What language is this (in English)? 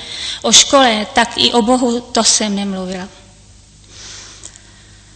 Czech